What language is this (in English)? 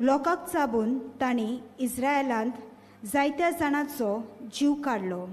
Konkani